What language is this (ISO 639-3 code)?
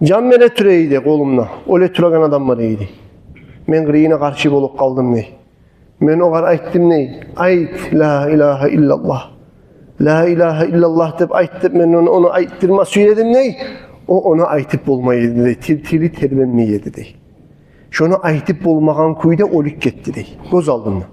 kum